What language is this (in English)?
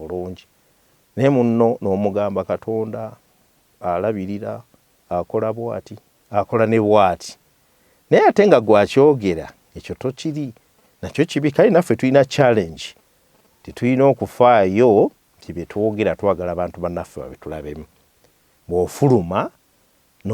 Ganda